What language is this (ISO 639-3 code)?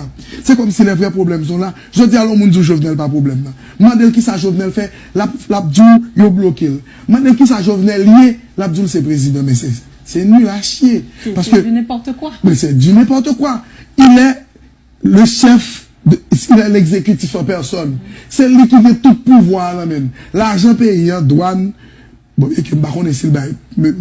hat